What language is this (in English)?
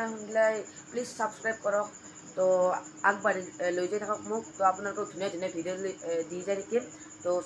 Assamese